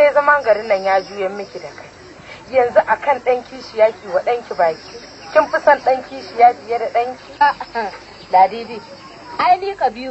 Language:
Hausa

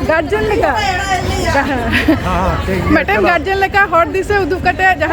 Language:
Santali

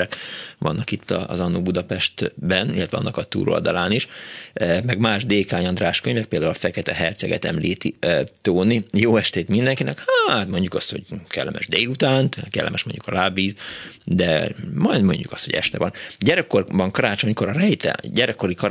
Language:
Hungarian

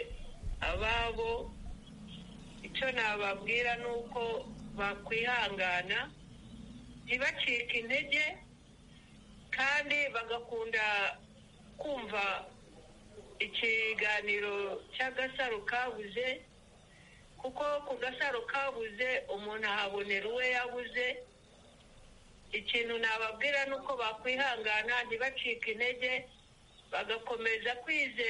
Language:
Kinyarwanda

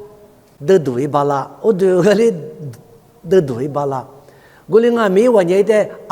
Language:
Lisu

